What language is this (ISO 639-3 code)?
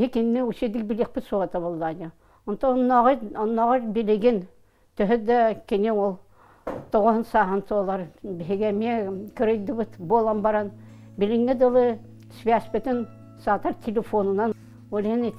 sah